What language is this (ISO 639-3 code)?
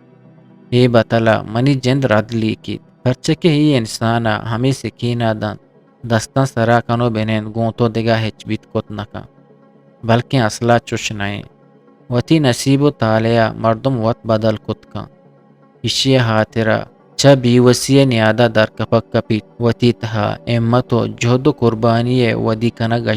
bgp